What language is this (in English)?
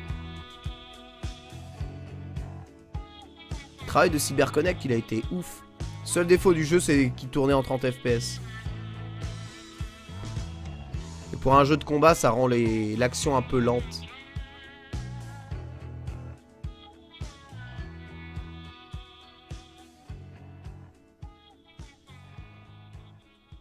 French